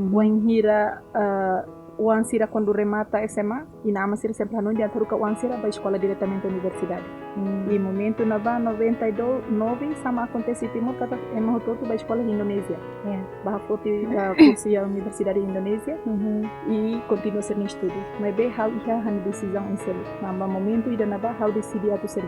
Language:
Tetum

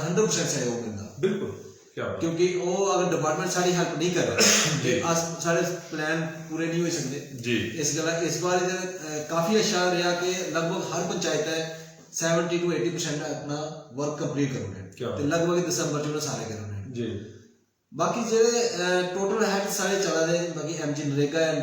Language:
Dogri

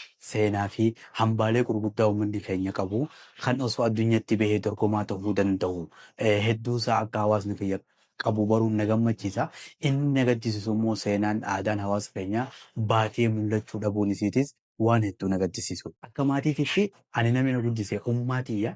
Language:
Oromo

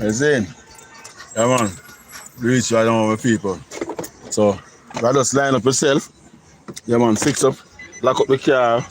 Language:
Jamaican Creole English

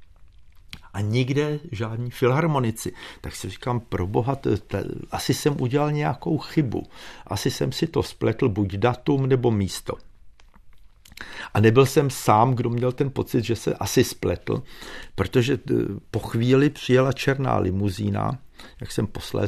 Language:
Czech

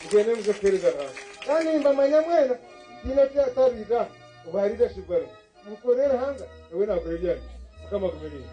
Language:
Nyankole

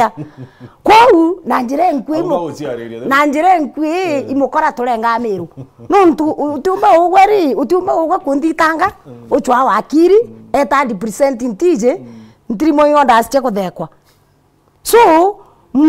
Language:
Meru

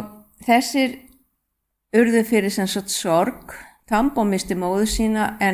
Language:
Icelandic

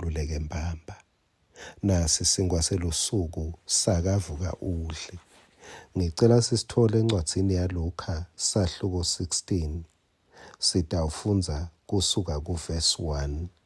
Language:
Swati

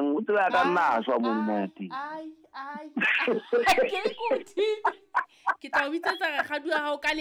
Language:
Southern Sotho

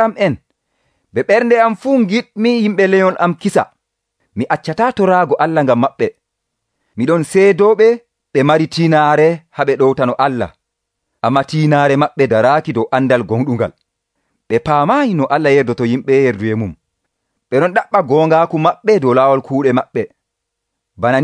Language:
Nigerian Fulfulde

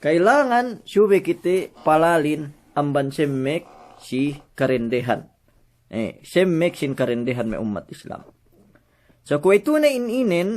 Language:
Yakan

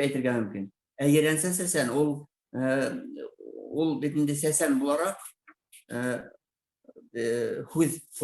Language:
Bashkir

